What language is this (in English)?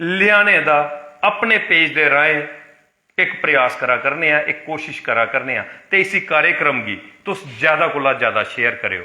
Dogri